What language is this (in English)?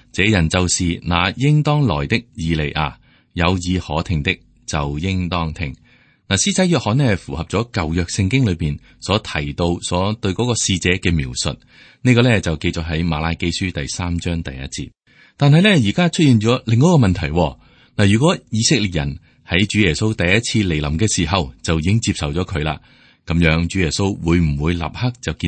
Cantonese